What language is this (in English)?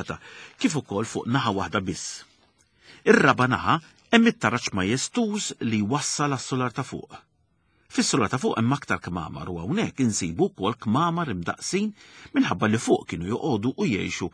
Maltese